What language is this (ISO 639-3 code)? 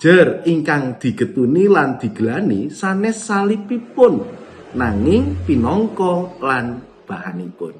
jav